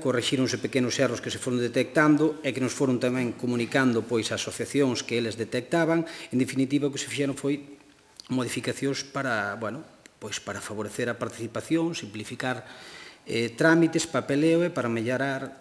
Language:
Galician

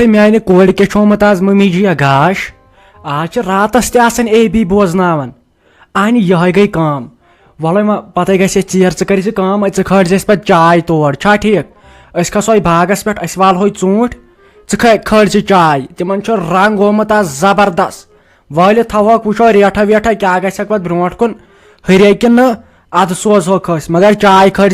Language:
Kashmiri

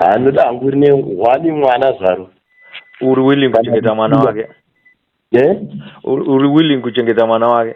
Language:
Shona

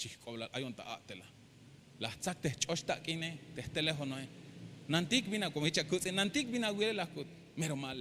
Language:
Tzeltal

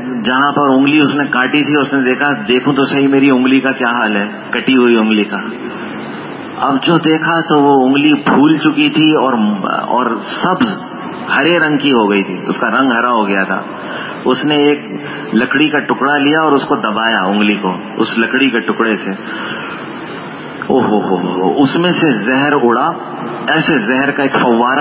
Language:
Urdu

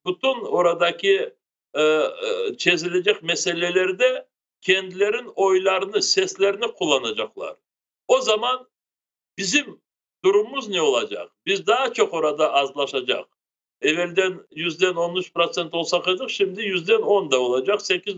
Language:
Crimean Tatar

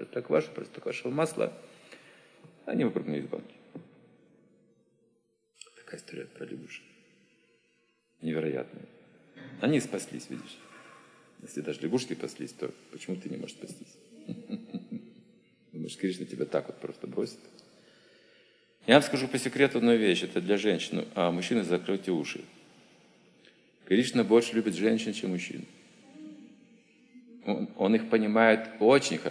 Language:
Russian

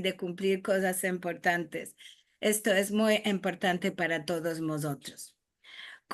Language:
Ladino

